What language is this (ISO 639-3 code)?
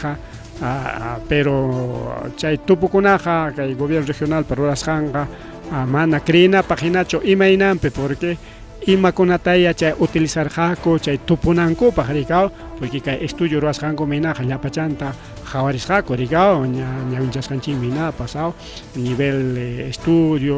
quy